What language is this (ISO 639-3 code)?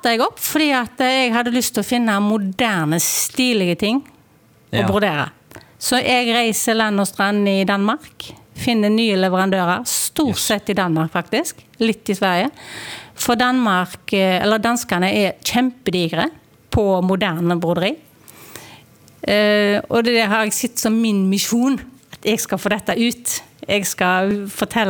nor